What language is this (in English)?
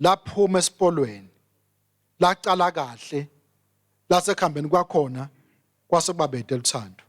Swati